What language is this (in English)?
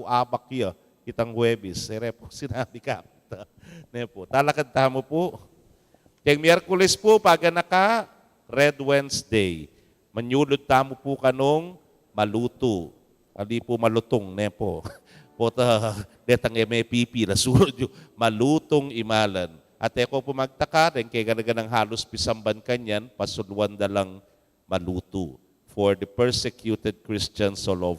Pampanga